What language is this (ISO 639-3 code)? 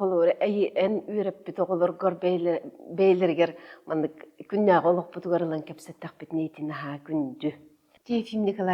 sah